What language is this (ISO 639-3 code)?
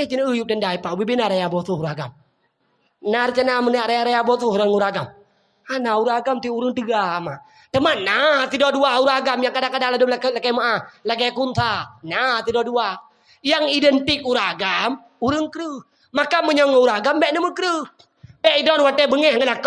ace